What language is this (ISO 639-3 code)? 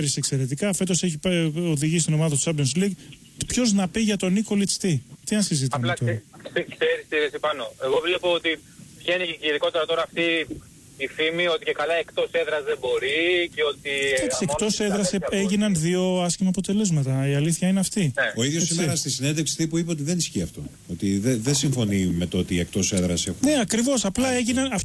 ell